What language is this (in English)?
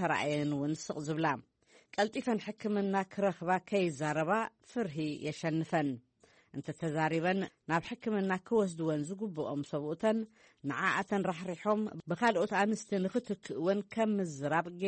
Tigrinya